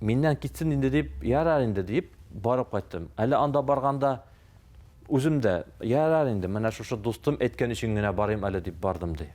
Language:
Tatar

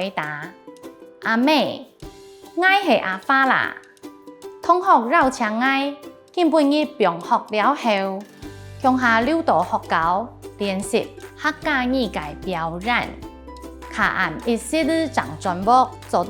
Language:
Hakka Chinese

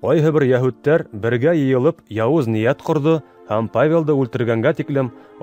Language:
Bashkir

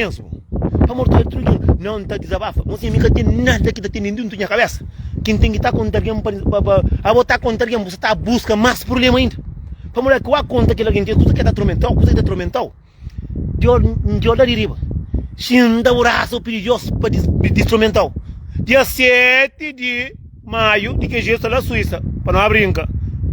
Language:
Kabuverdianu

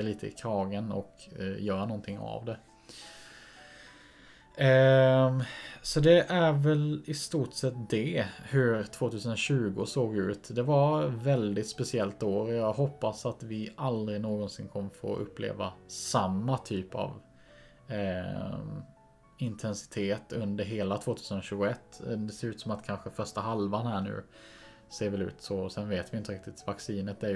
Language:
Swedish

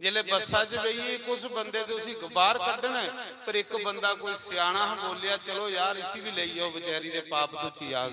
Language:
Dogri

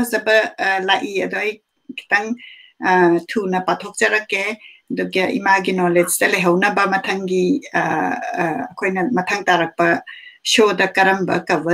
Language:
Manipuri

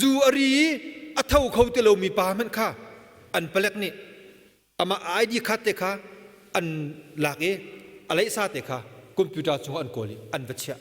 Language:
Hakha Chin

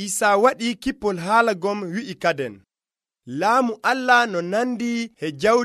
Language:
Nigerian Fulfulde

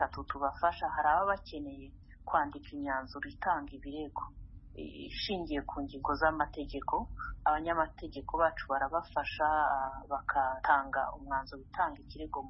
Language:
Kinyarwanda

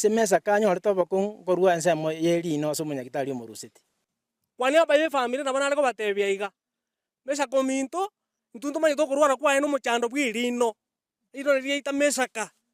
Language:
Gusii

